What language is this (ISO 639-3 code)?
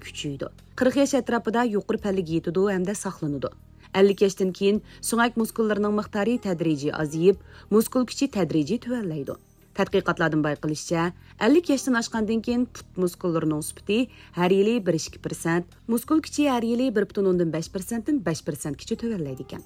uig